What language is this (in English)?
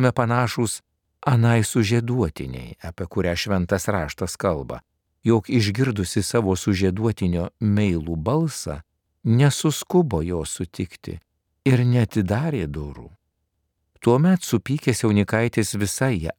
Lithuanian